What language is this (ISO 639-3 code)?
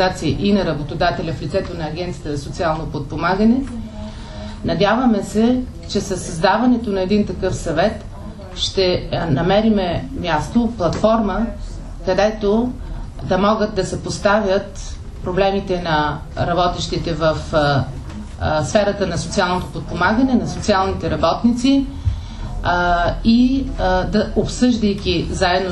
bul